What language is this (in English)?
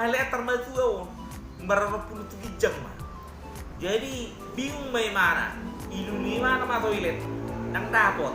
Batak Toba